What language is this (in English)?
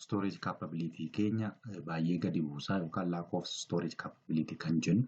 Oromo